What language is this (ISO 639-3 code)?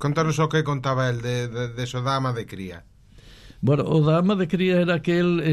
glg